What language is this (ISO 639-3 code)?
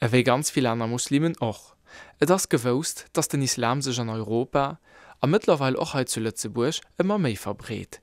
ltz